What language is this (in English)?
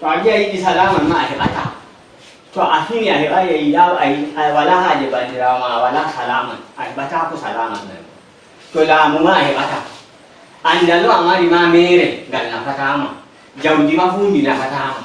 Nigerian Fulfulde